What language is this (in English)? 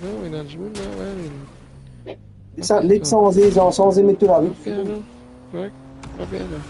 Morisyen